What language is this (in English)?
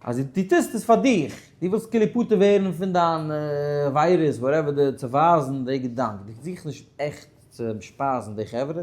Yiddish